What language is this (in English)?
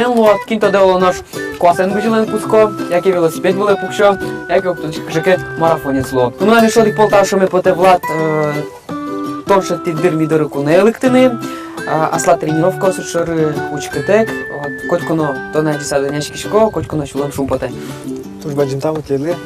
Udmurt